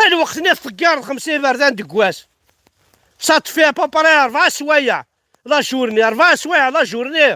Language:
Kabyle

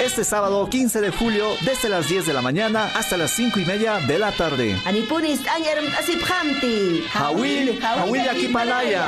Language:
Aymara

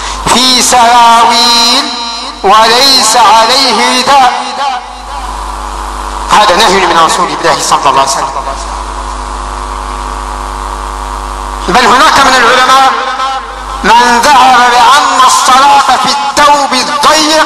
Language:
Arabic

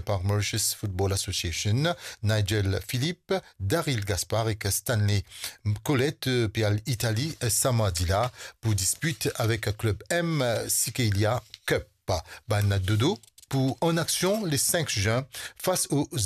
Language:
Morisyen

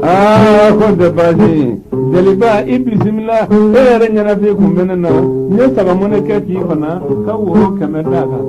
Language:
Bambara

